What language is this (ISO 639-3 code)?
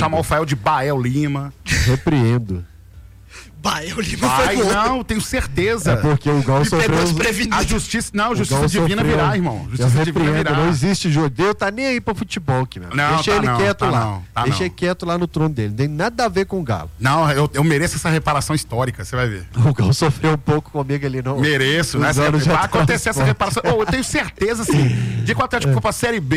por